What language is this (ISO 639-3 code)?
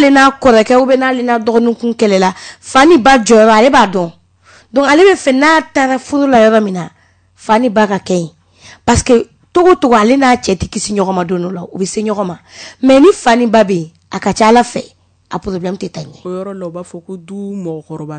bam